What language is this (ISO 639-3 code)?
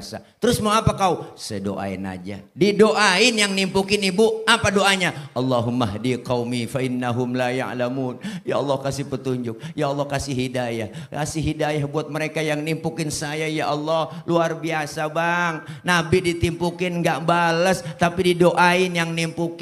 bew